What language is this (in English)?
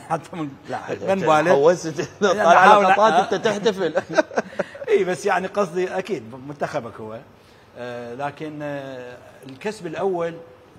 Mesopotamian Arabic